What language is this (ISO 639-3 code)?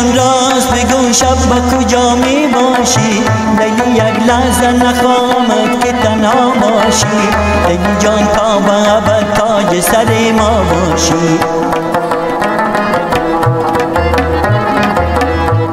fas